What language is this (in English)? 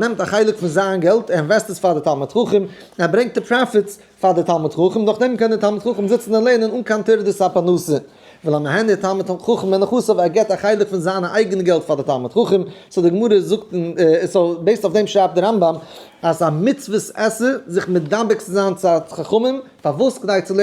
Yiddish